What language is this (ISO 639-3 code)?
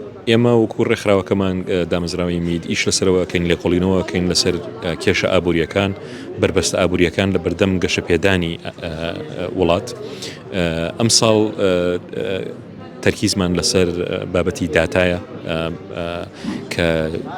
ckb